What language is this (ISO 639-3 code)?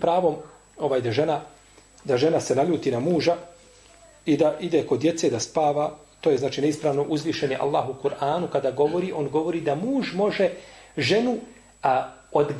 srp